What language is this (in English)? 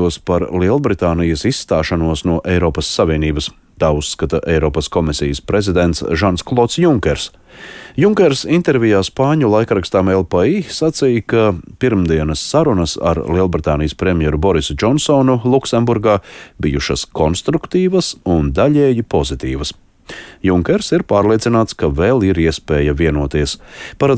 Latvian